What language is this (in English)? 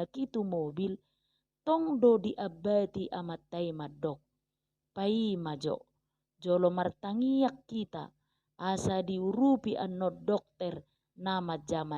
Batak Toba